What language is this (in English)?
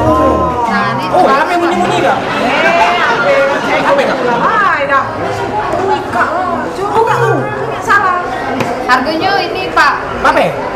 Musi